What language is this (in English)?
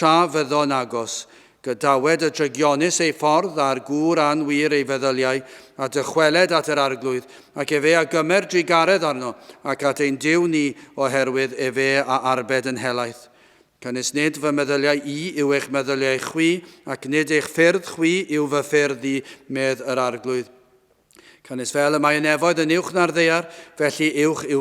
Welsh